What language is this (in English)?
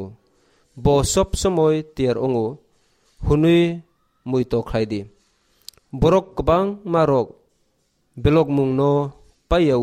Kok Borok